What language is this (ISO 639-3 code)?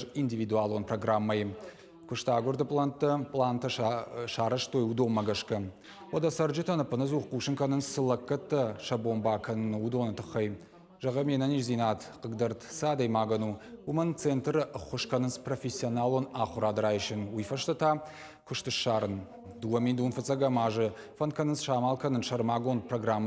oss